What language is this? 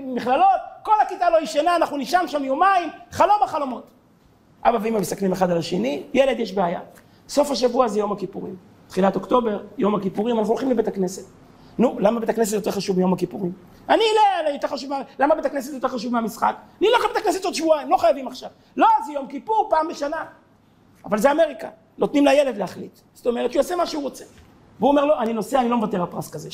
Hebrew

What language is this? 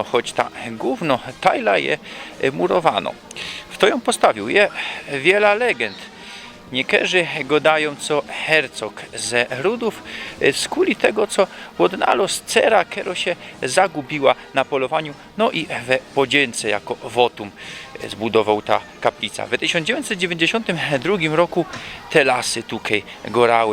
Silesian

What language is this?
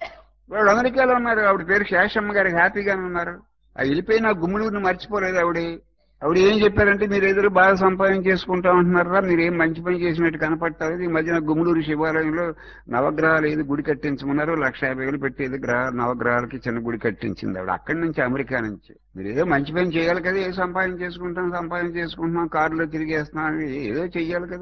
Telugu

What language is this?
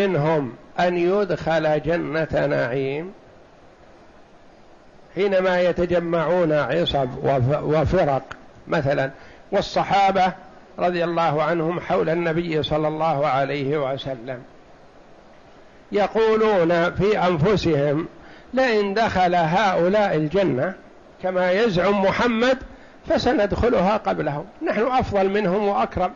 Arabic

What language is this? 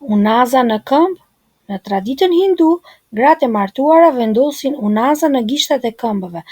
Albanian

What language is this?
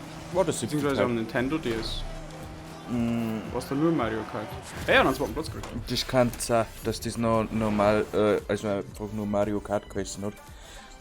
Bavarian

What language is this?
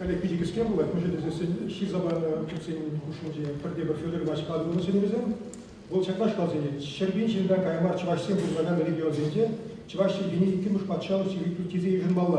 Chuvash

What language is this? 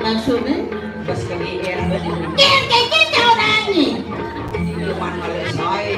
Balinese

